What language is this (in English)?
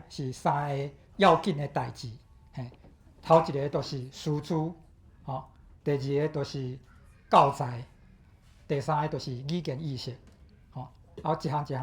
Min Nan Chinese